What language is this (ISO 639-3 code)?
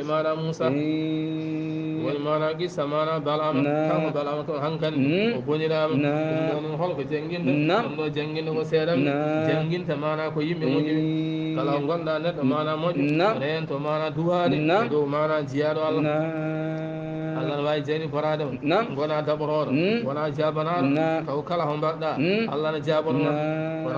ful